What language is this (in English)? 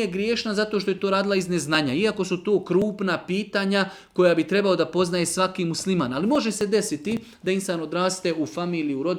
Bosnian